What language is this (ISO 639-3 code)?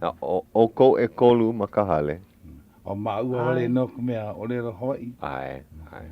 haw